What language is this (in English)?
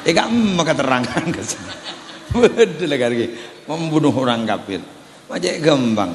Madurese